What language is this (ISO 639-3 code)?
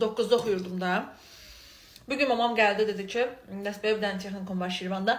aze